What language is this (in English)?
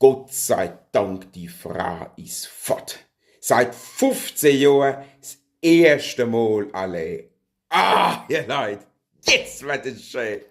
Palatine German